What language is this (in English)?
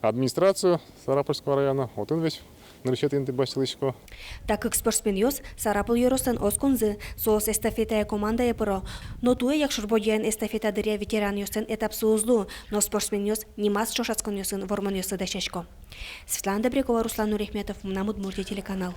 Udmurt